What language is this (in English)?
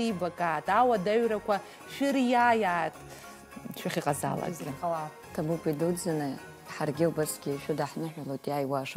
Abkhazian